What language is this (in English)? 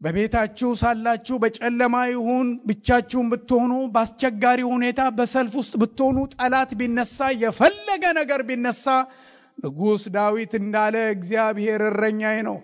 Amharic